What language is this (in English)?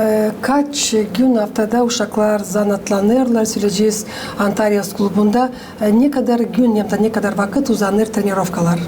Gagauz